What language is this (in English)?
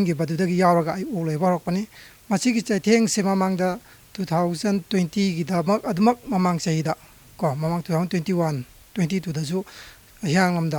Manipuri